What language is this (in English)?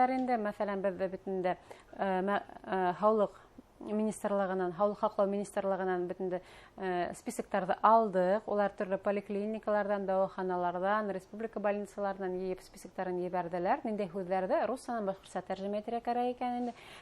Bashkir